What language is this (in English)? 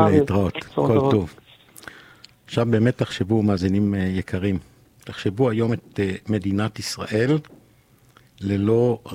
Hebrew